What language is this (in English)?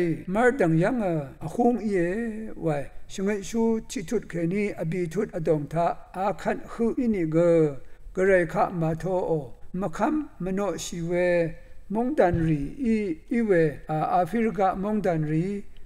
Rawang